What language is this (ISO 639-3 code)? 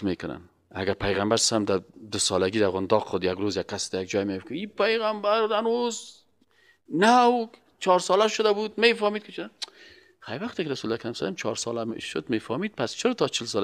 fas